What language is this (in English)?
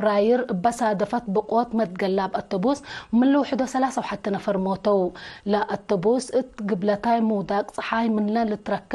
Tigre